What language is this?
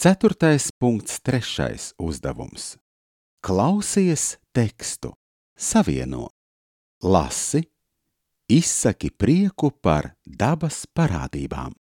Latvian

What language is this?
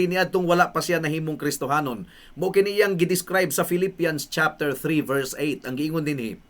Cebuano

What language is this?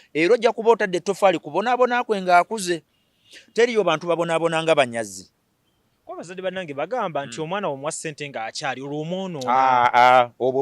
Ganda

